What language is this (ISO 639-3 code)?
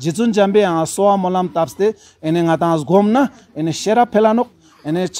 lbj